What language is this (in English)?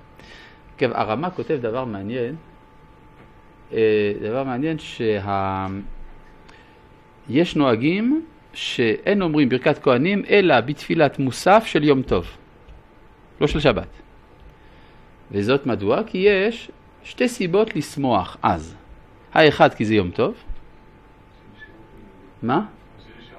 Hebrew